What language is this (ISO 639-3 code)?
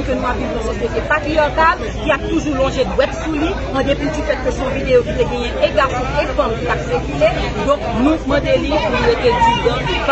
hat